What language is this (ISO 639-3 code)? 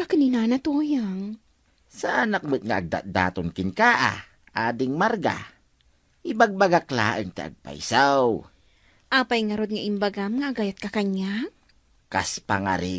ilo